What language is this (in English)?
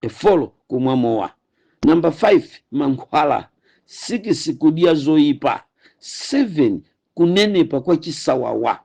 Nyanja